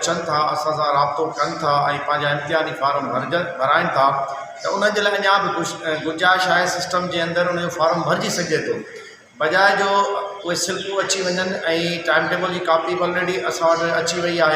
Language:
Sindhi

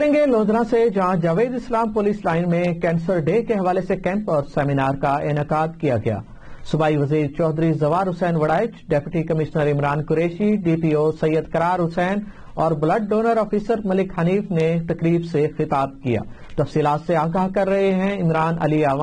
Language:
Urdu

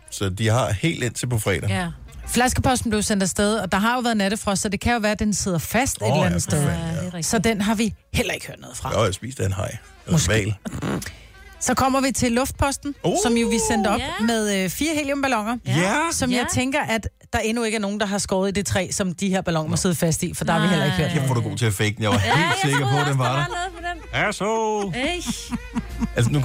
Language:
Danish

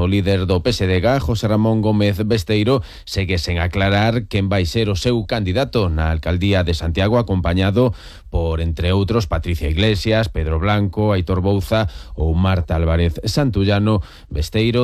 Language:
Galician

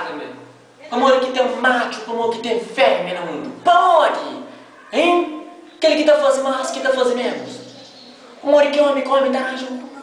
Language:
Kabuverdianu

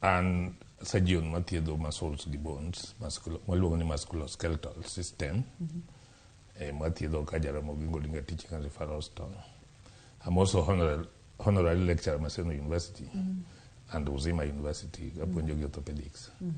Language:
Luo (Kenya and Tanzania)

